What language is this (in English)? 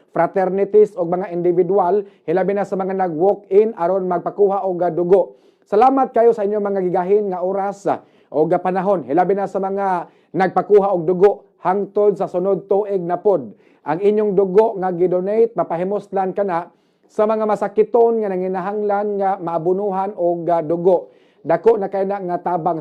Cebuano